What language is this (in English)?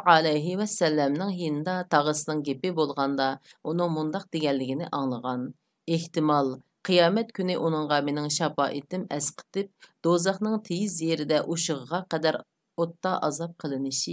Uyghur